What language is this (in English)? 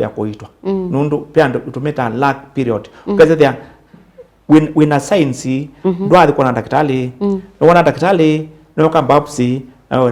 Kamba